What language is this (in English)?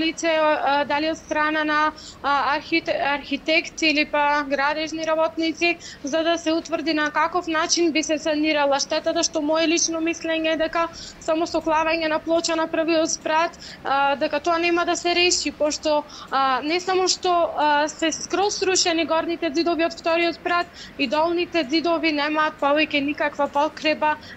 Macedonian